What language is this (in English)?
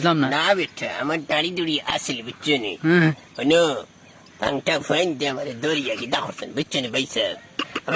Sylheti